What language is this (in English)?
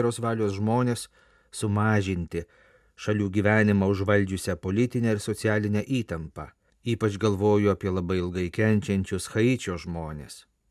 Lithuanian